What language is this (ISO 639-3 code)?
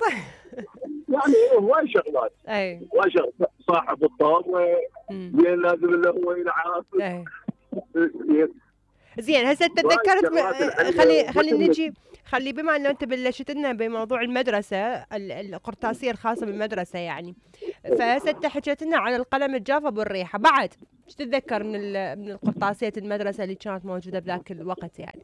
acm